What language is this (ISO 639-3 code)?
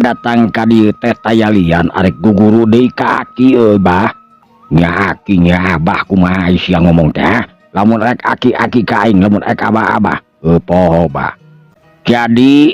sun